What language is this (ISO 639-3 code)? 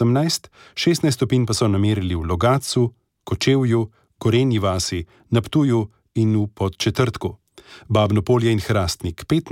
slv